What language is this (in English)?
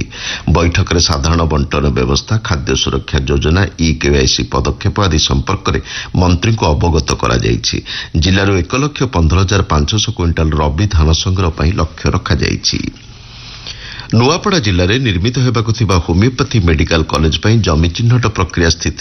Odia